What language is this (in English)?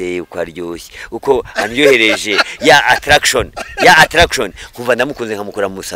Kinyarwanda